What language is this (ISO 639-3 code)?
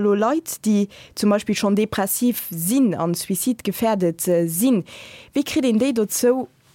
ltz